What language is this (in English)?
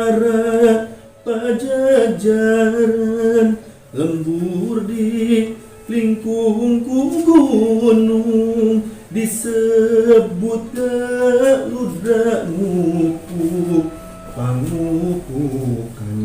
Sundanese